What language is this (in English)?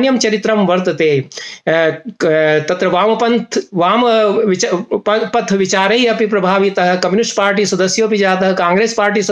Sanskrit